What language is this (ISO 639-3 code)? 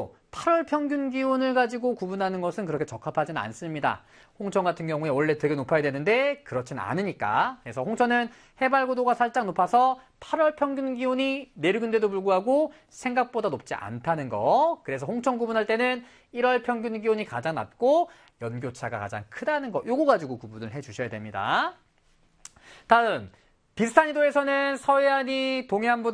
kor